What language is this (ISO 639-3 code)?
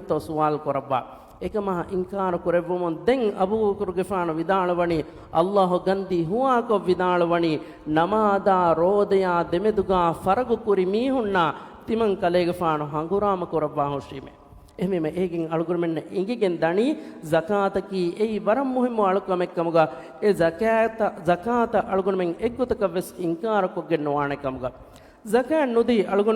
div